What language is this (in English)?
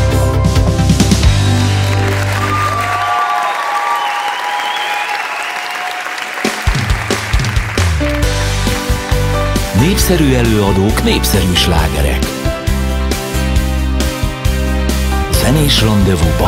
Hungarian